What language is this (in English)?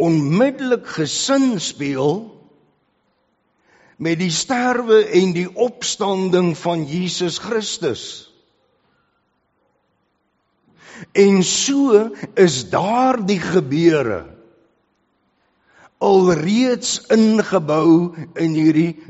Afrikaans